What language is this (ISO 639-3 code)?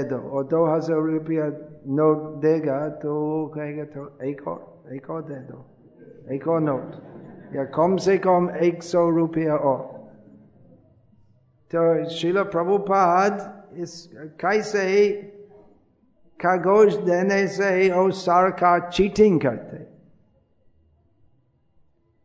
hin